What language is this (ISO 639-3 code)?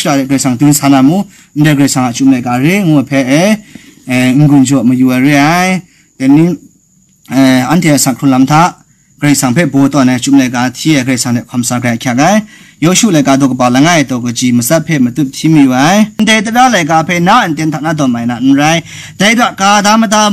kac